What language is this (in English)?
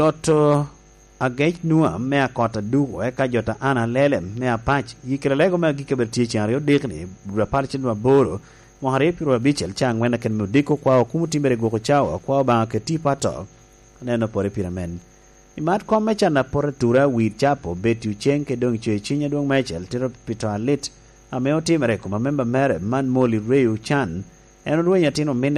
Lango (Uganda)